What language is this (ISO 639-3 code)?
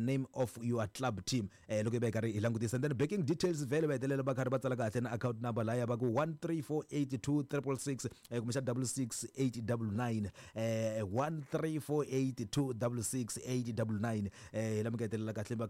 tso